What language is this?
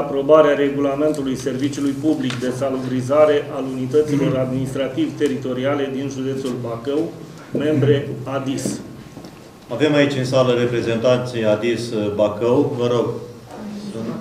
Romanian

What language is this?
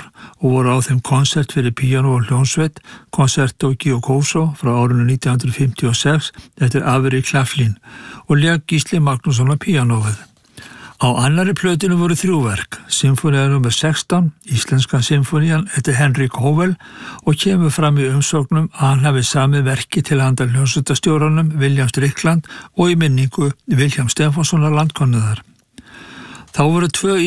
Icelandic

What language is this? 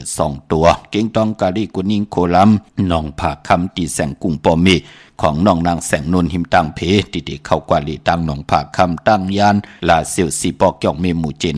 Shan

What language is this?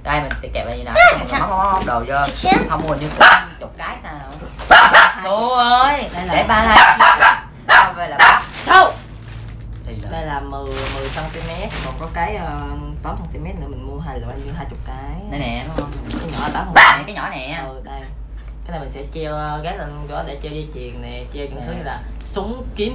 Vietnamese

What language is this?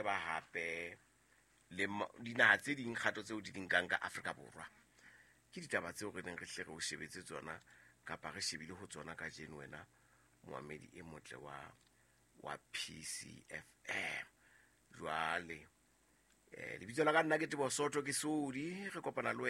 Southern Sotho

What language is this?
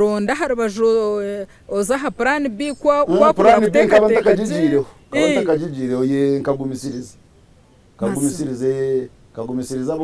Nyankole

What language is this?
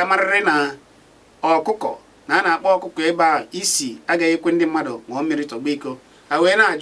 Igbo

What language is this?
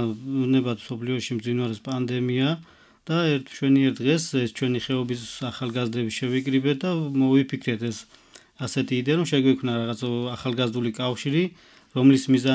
Georgian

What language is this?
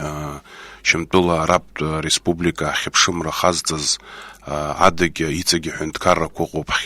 Abkhazian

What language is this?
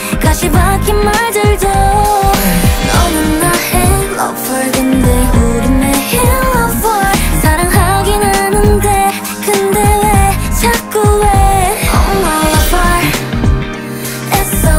Korean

